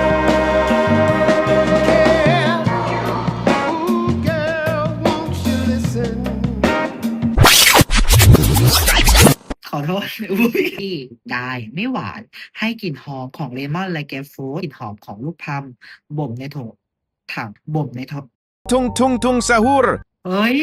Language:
Lao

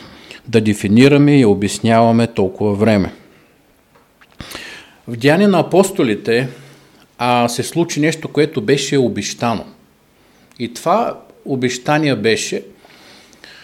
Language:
Bulgarian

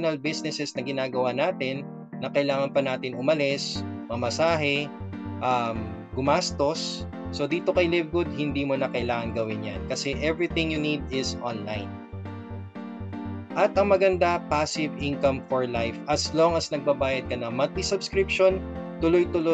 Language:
Filipino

